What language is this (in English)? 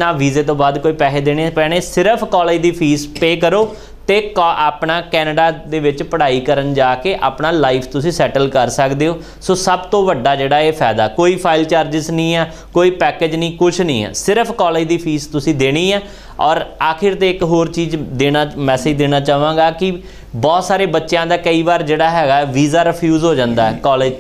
Punjabi